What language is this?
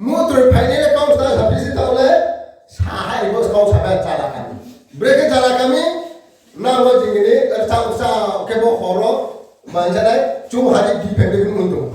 Riang (India)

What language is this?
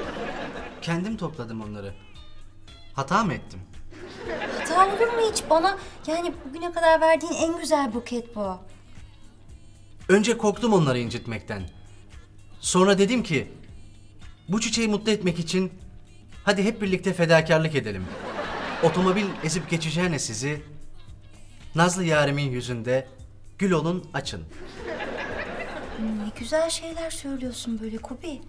Turkish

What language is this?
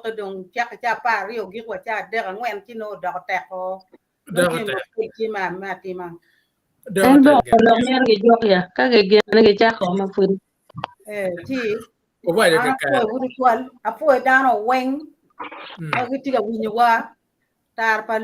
Acoli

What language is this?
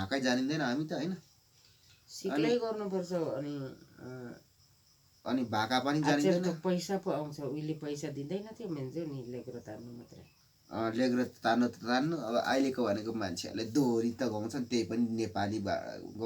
Nepali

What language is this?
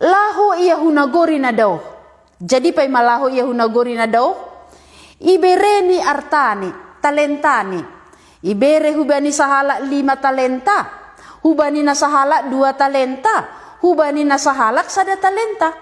Batak Simalungun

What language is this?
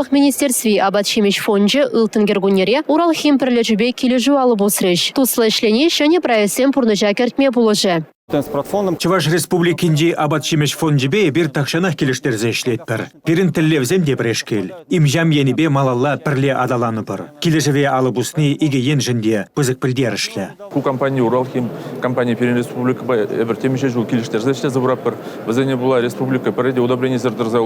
Chuvash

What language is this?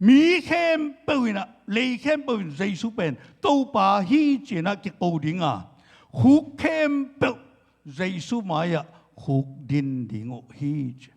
Tedim Chin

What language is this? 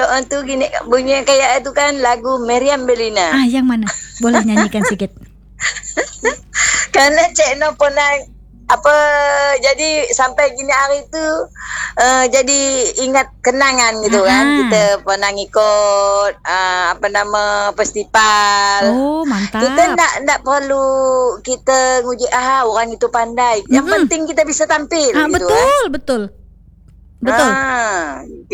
Indonesian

